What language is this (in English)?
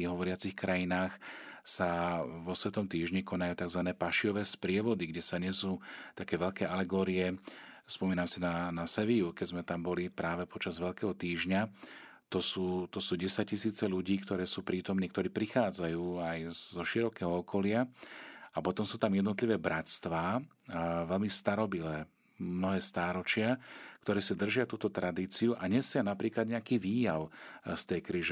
Slovak